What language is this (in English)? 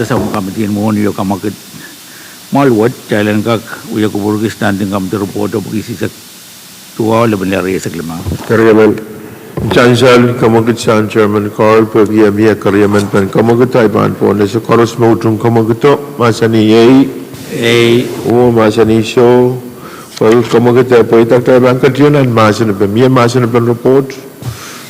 Pohnpeian